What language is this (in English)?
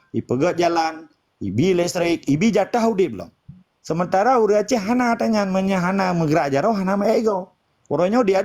Achinese